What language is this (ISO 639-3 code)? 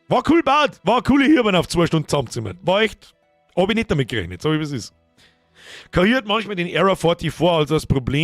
bar